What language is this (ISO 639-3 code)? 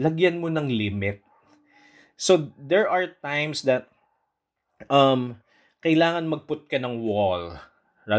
fil